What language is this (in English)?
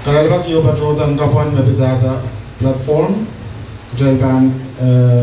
Pohnpeian